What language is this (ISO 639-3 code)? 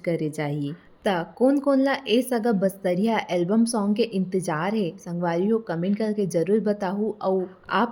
hne